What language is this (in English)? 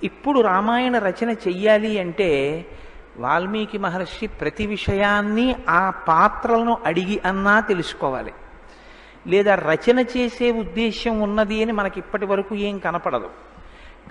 Telugu